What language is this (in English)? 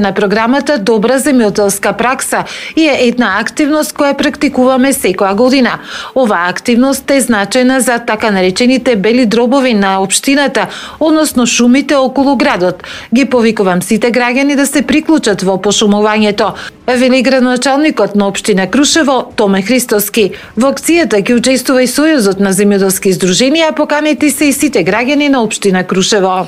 Macedonian